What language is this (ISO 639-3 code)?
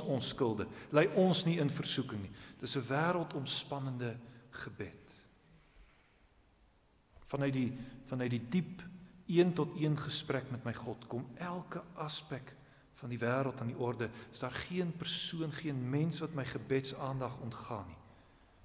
afr